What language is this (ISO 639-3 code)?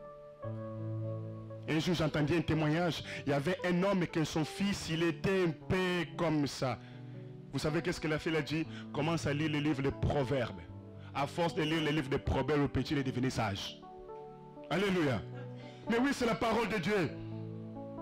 fra